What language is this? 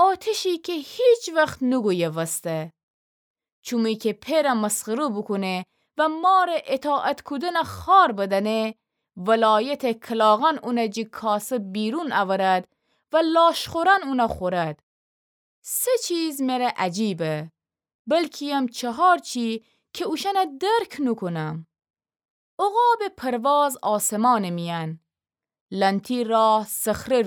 Gilaki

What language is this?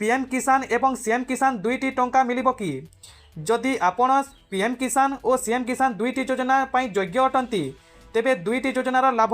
Odia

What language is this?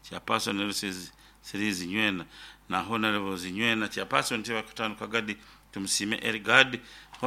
Nyankole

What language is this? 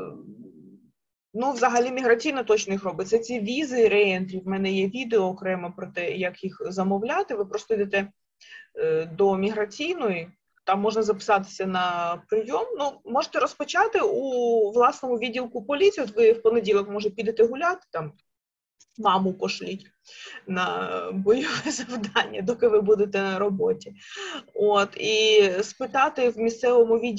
Ukrainian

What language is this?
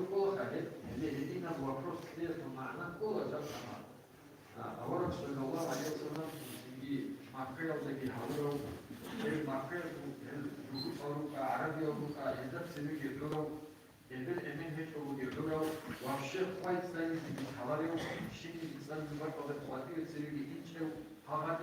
Avaric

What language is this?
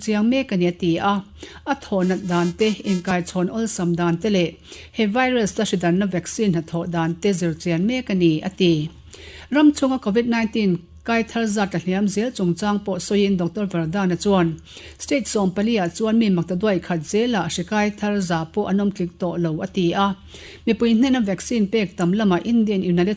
Mizo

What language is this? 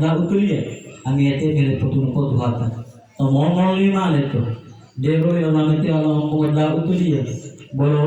Gorontalo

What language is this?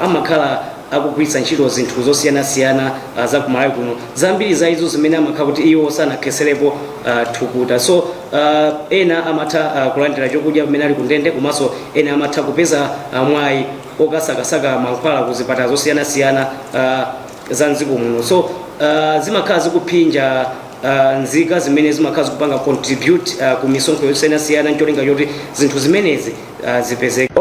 Nyanja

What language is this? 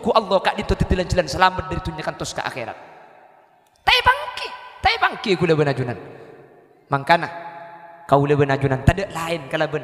Madurese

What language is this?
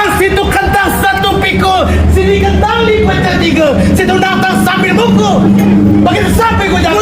Betawi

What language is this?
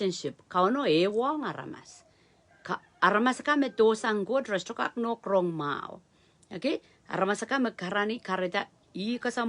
Pohnpeian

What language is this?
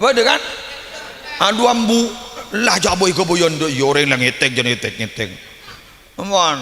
Madurese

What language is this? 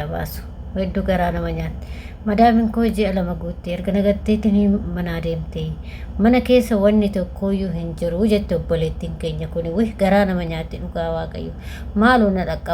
Oromo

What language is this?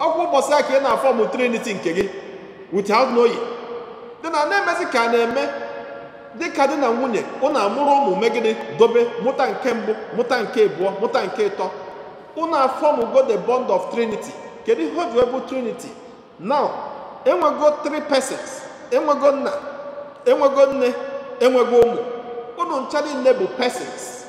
Igbo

